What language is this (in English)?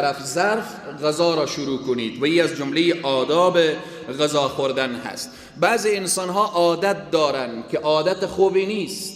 Persian